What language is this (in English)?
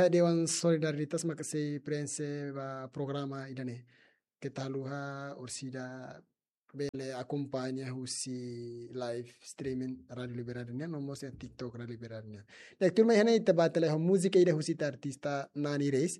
Tetum